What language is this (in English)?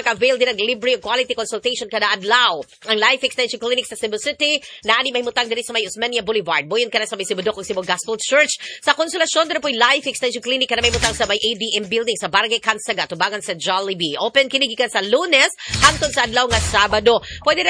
Cebuano